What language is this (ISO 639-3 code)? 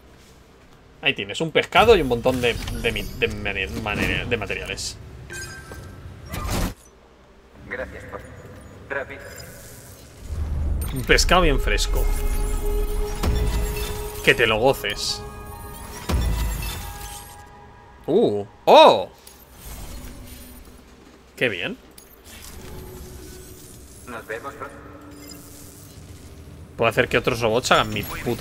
spa